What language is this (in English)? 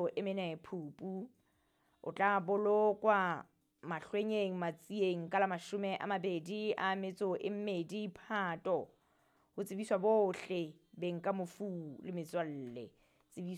Southern Sotho